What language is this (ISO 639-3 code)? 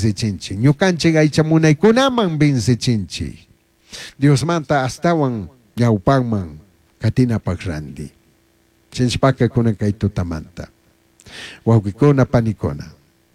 qug